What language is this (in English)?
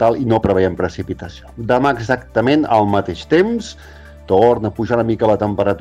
Catalan